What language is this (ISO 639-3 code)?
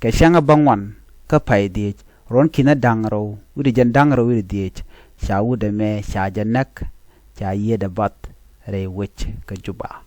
nus